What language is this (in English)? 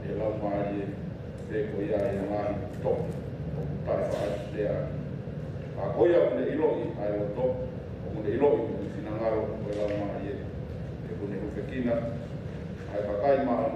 Tongan